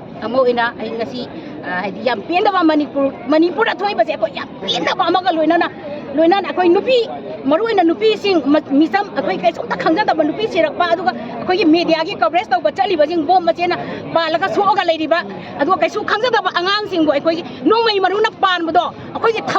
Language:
Manipuri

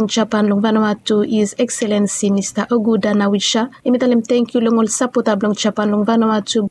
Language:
Bislama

